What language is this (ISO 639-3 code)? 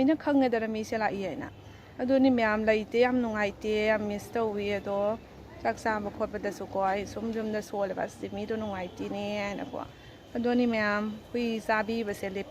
mni